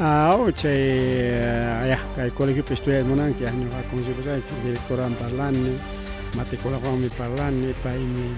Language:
Ayacucho Quechua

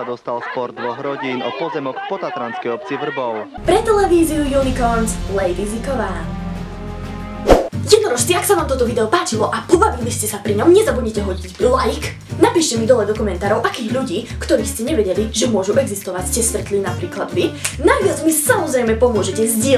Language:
Slovak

